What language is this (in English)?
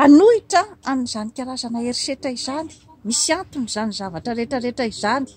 Malagasy